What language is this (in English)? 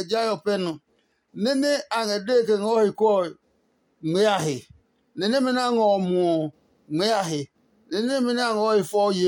Adangme